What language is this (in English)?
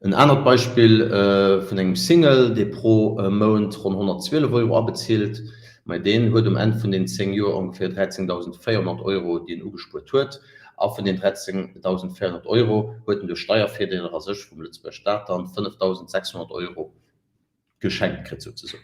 Luxembourgish